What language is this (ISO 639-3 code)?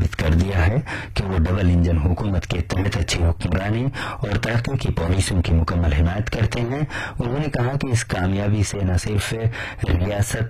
urd